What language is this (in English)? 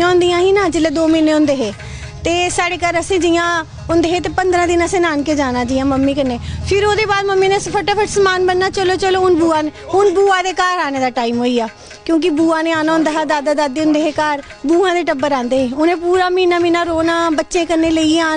Dogri